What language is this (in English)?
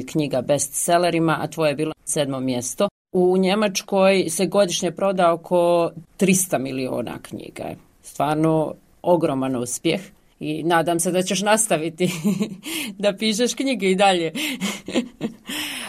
Bosnian